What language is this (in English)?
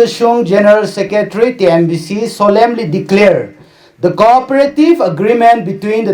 Tangkhul Naga (India)